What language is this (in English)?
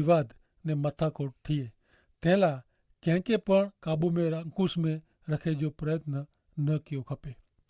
Kachhi